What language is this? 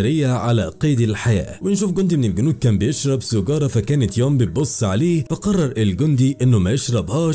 Egyptian Arabic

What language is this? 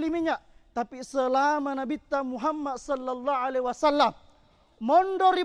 Buginese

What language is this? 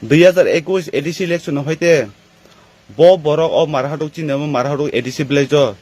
Kok Borok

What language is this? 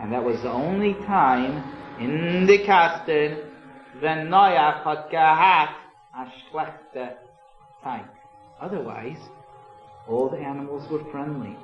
Yiddish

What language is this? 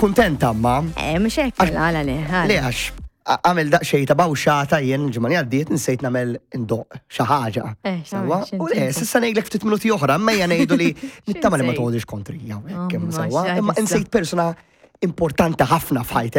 Maltese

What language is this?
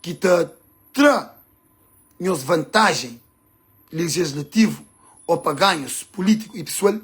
Kabuverdianu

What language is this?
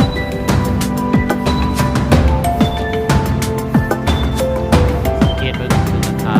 Lao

